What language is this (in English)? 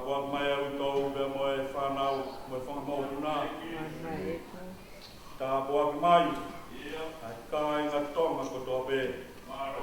Tongan